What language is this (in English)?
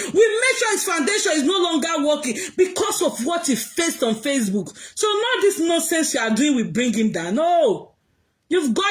Nigerian Pidgin